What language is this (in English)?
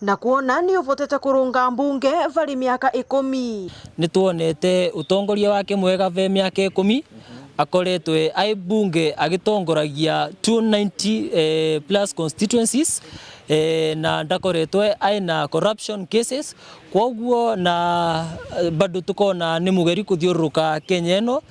Meru